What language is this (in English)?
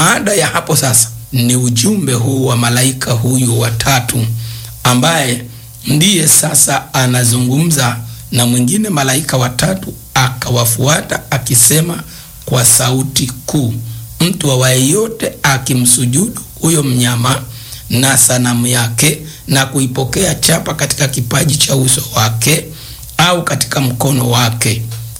Swahili